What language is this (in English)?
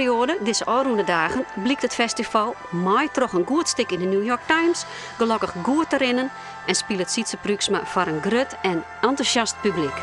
Western Frisian